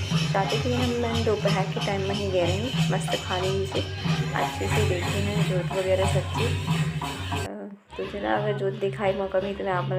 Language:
Chhattisgarhi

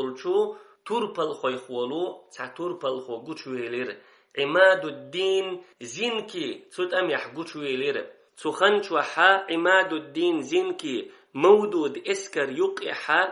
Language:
Chechen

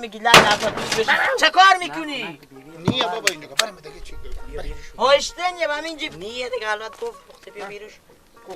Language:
Persian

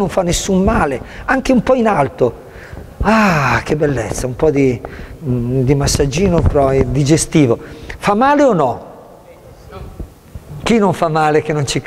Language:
Italian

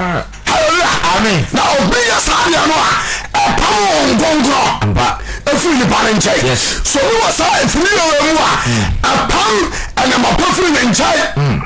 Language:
Akan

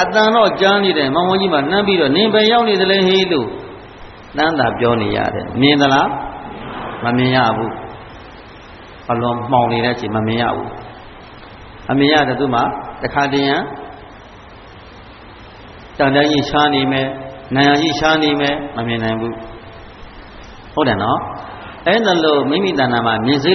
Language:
Burmese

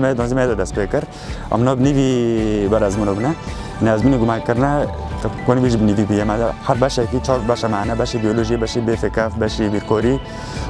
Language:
Kurdish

